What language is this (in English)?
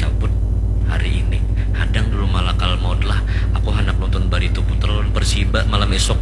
Banjar